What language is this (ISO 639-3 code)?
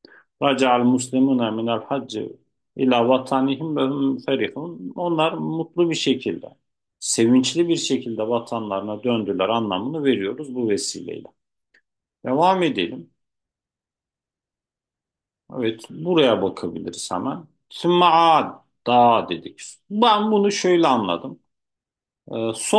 tur